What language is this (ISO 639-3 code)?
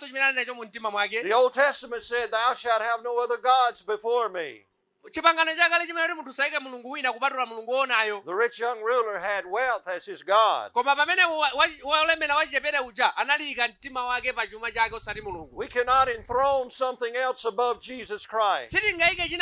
nya